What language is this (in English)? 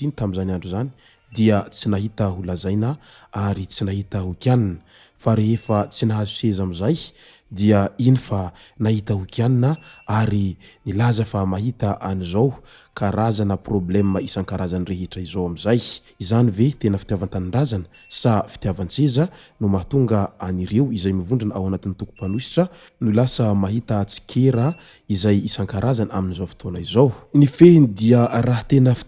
Malagasy